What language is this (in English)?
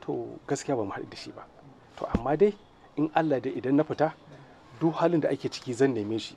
Hausa